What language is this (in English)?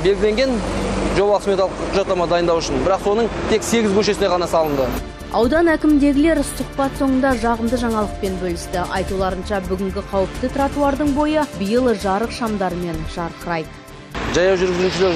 Kazakh